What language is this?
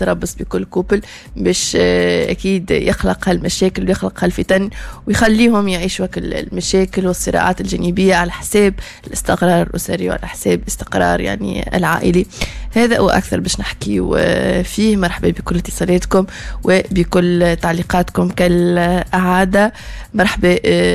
Tunisian Arabic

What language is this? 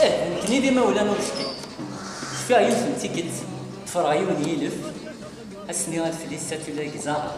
Kabyle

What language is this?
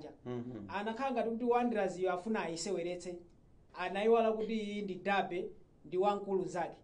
Nyanja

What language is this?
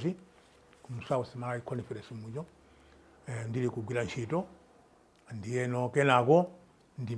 Nyanja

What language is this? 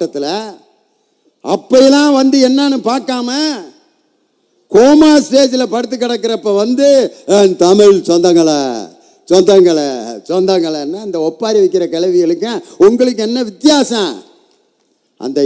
Tamil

